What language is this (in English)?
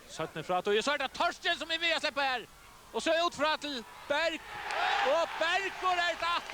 Faroese